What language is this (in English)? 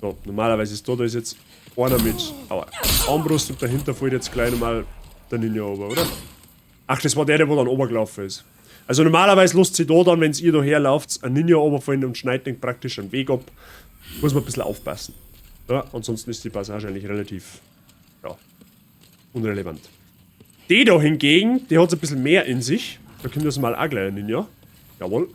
Bavarian